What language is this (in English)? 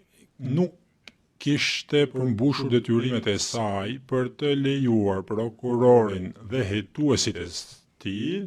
Albanian